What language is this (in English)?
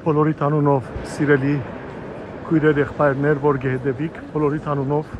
Western Armenian